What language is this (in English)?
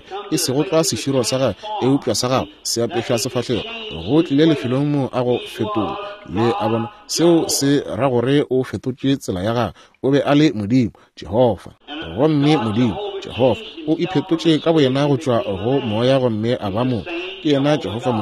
Northern Sotho